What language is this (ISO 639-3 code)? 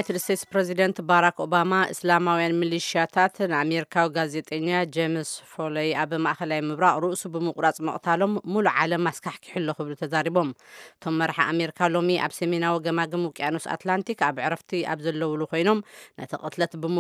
tir